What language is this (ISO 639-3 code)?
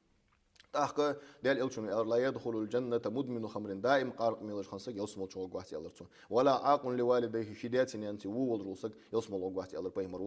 inh